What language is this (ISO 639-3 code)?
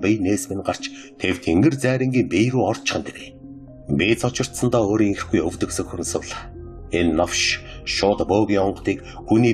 mon